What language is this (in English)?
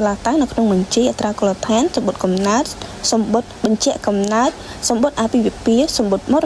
Khmer